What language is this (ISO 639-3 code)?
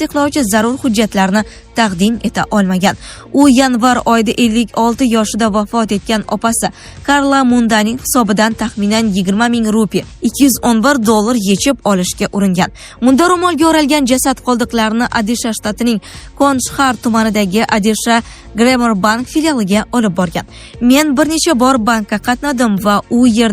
uzb